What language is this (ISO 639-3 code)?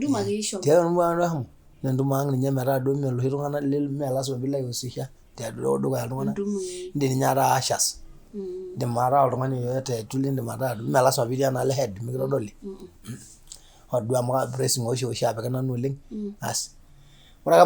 mas